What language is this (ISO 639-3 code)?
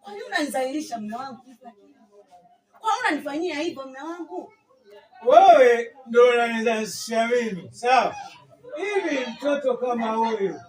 swa